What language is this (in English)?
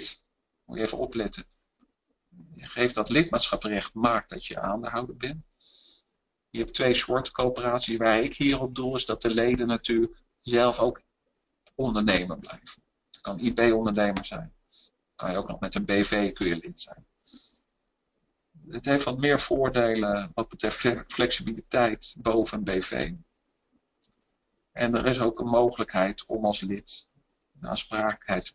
Dutch